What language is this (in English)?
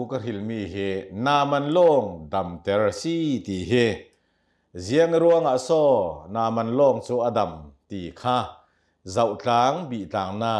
Hakha Chin